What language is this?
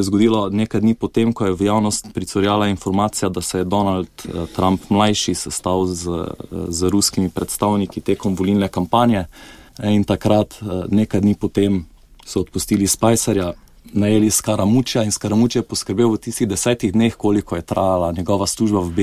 Slovenian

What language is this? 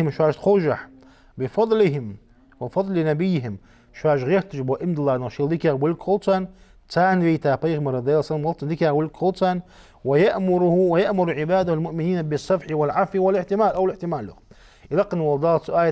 Ingush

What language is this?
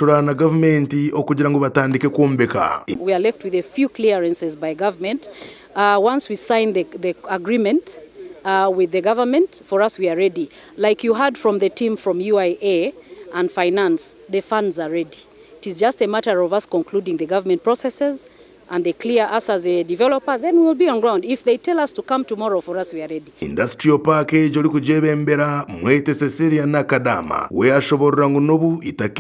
Nyankole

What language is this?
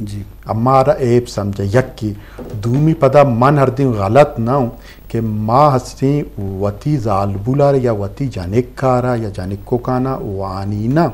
Eastern Balochi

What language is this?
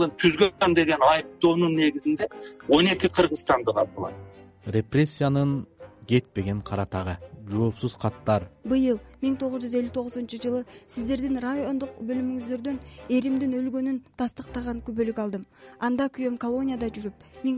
Kyrgyz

